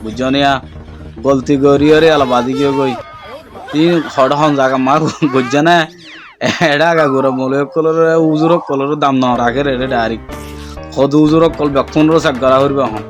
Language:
Rohingya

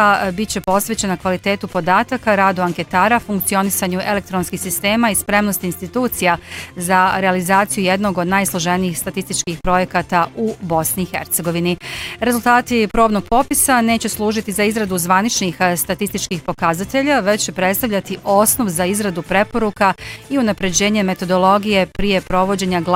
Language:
Bosnian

